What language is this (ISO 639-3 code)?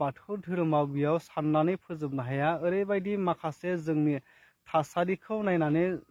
brx